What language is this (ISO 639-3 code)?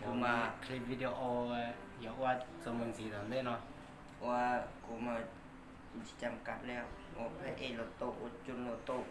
hmn